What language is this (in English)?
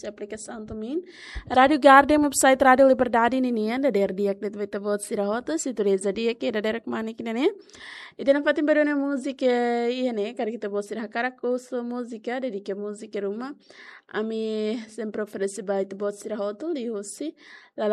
Tetum